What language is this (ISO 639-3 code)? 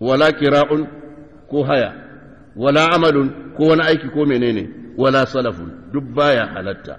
hau